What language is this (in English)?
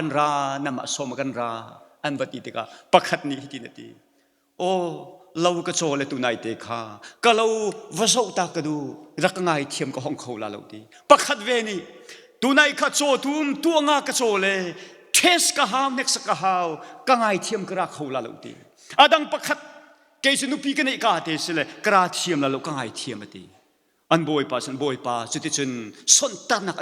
Hakha Chin